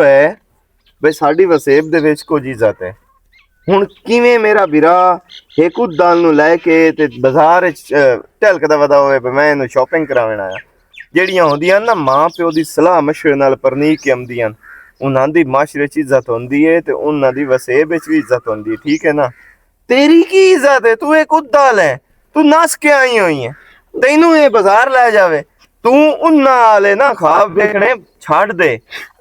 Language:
Western Panjabi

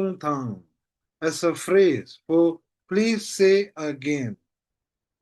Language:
Tibetan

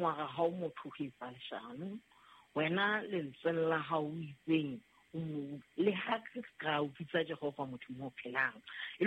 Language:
Southern Sotho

